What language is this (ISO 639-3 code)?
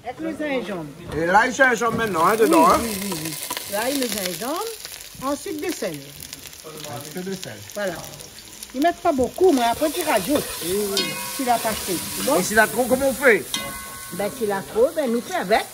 rcf